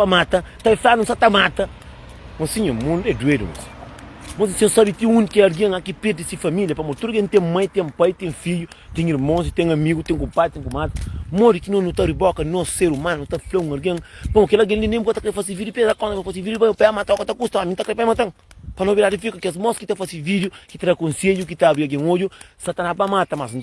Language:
Kabuverdianu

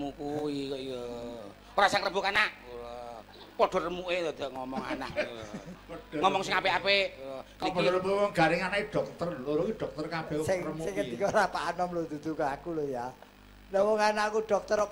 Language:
Javanese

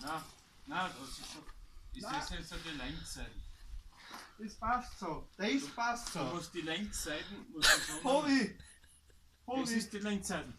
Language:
Bavarian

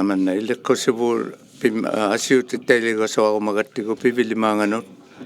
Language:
Inuktitut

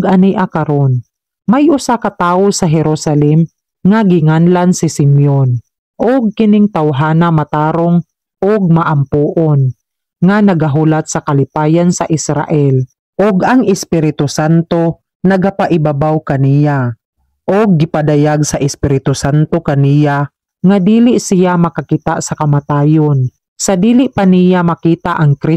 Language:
Cebuano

